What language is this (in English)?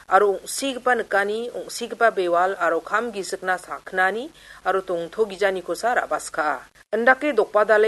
Garo